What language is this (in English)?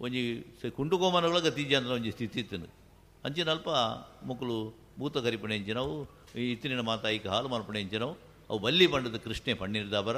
Tulu